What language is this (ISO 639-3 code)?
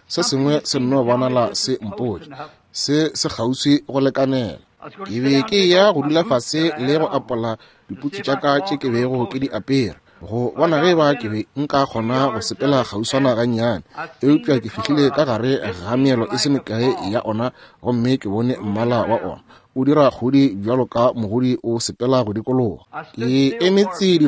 nso